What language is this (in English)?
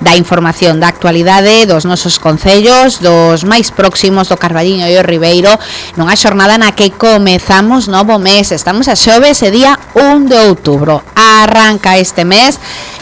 Galician